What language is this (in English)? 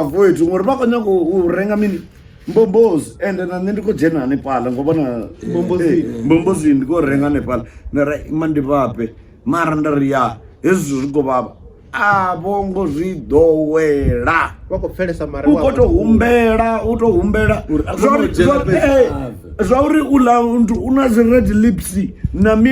Venda